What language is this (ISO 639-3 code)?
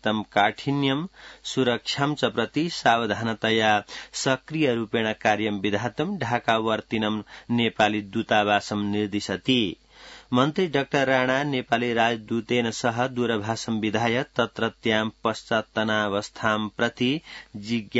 san